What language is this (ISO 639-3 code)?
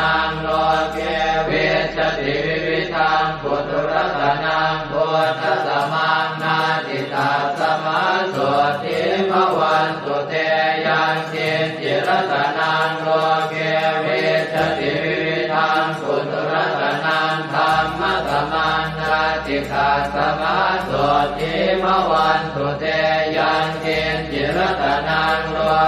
pli